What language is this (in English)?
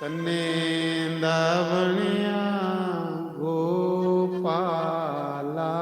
Dogri